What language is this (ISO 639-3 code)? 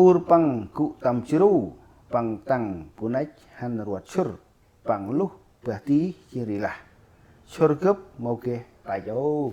cmo